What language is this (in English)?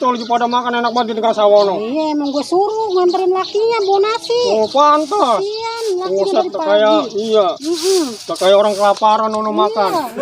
Betawi